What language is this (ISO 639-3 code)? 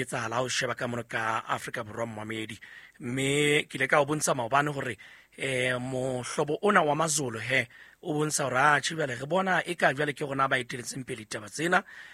sot